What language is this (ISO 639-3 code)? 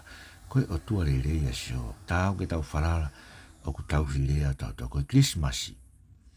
ton